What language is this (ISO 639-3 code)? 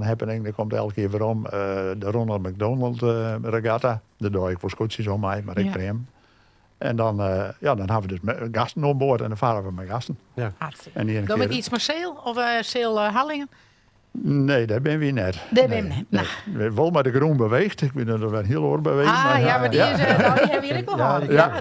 fry